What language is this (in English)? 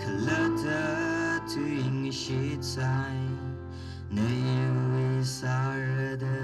Tangkhul Naga (India)